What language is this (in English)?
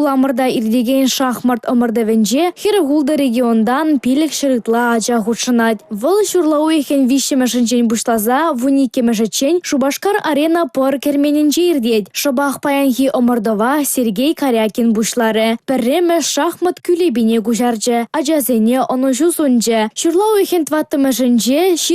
Chuvash